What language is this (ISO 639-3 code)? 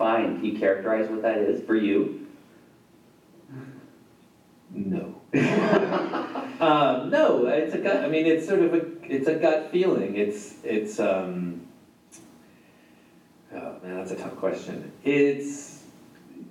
eng